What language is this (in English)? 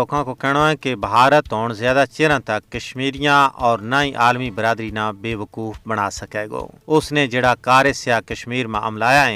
Gujari